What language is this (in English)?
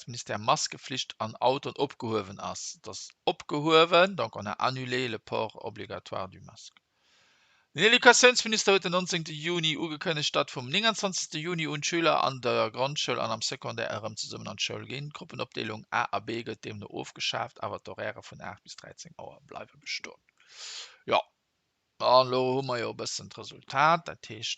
Luxembourgish